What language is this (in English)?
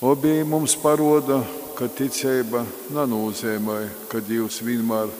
Latgalian